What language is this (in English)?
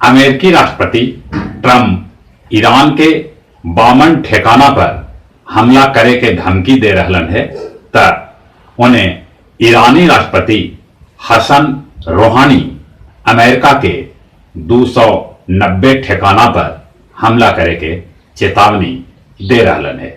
Magahi